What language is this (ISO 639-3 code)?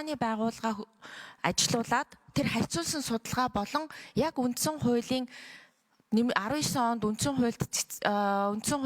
mon